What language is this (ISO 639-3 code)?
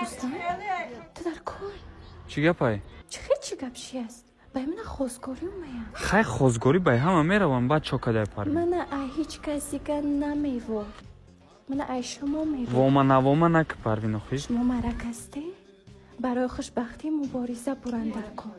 tgk